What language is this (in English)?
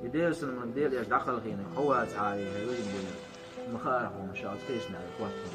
Chechen